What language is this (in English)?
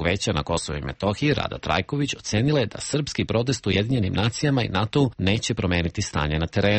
Serbian